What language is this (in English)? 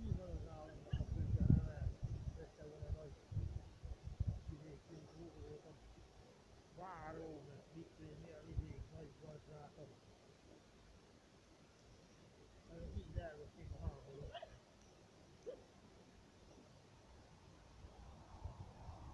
Hungarian